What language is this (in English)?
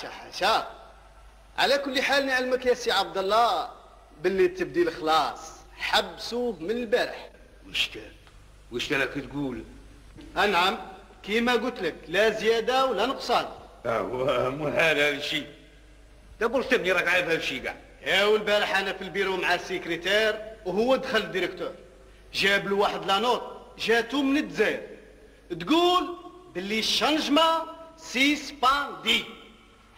Algerian Arabic